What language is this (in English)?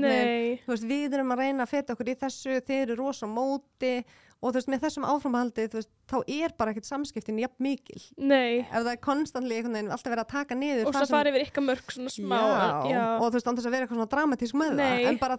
Icelandic